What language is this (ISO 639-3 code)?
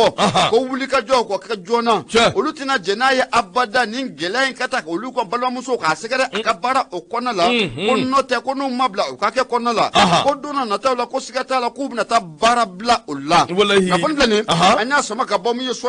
bam